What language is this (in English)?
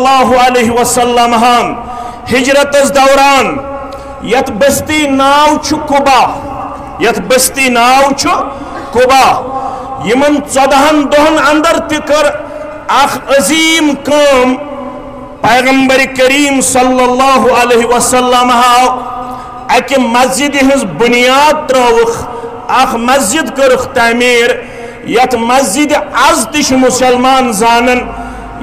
Kashmiri